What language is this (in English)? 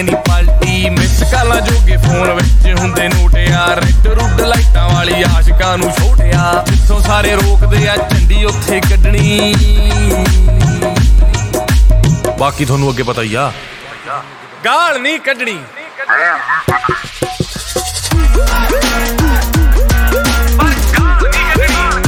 Punjabi